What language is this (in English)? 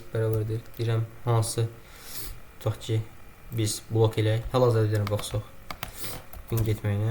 Azerbaijani